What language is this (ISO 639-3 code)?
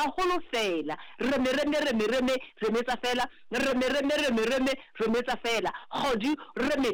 sot